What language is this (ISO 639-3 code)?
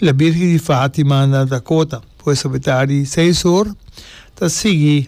pap